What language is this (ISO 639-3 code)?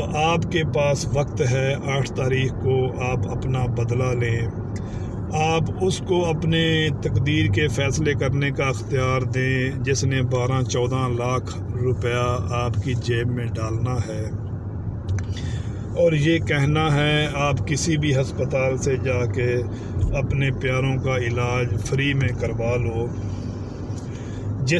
urd